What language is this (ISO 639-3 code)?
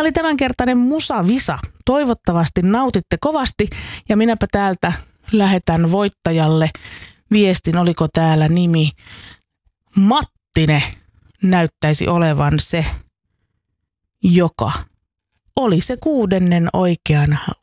fin